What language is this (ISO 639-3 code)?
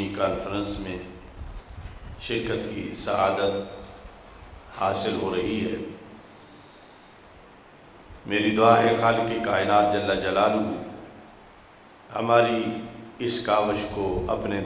urd